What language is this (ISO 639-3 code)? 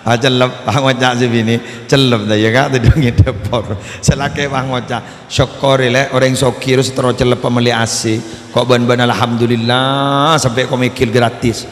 mad